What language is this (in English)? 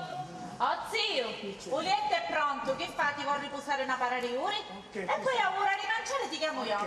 Sicilian